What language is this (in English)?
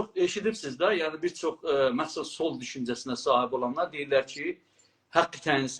South Azerbaijani